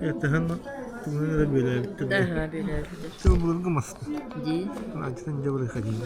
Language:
Yakut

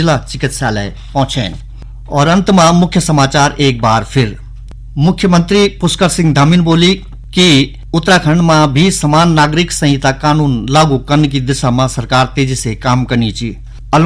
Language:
Garhwali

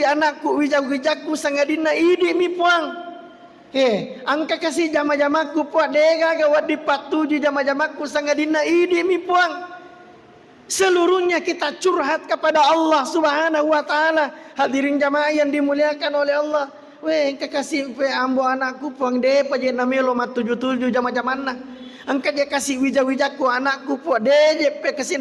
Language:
Buginese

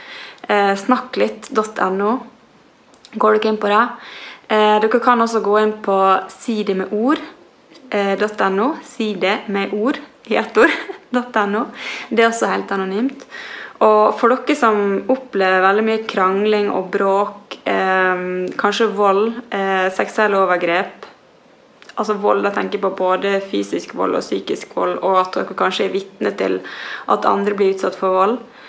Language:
Norwegian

